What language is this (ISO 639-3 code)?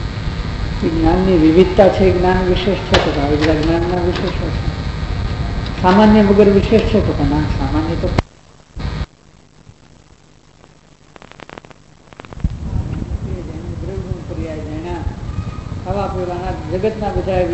guj